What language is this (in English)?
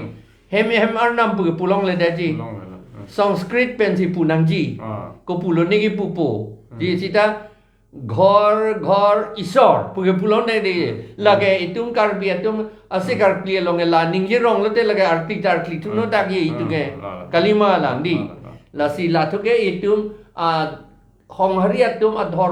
Karbi